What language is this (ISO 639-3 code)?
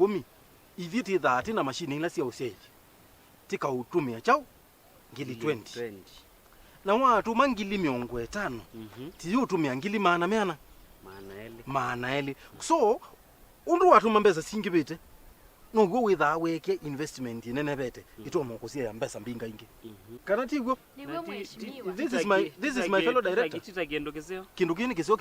kam